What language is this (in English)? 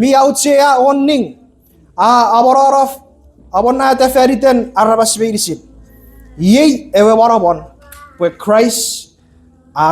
Chuukese